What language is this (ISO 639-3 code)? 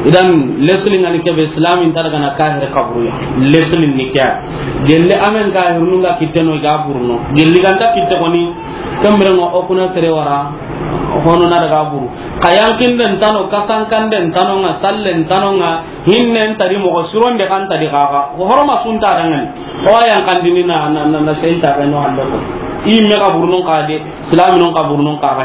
snk